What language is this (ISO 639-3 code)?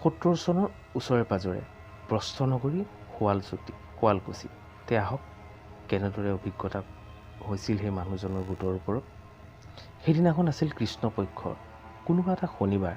asm